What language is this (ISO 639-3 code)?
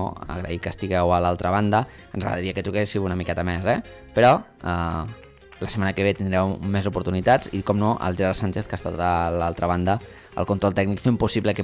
cat